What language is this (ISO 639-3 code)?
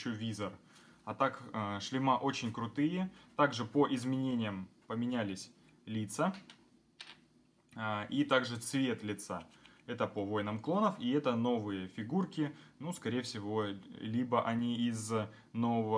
rus